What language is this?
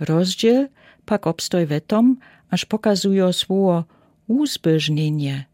Lower Sorbian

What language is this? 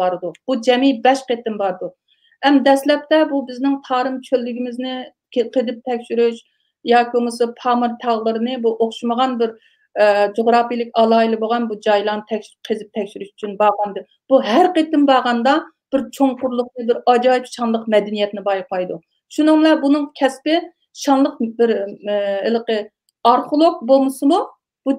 Uyghur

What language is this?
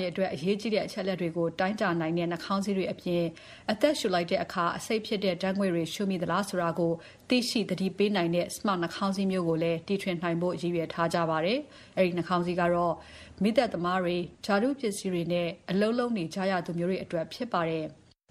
Burmese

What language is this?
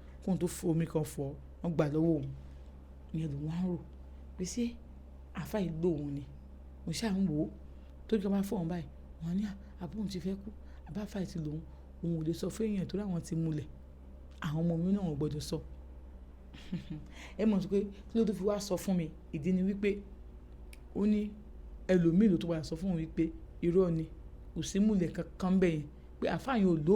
Yoruba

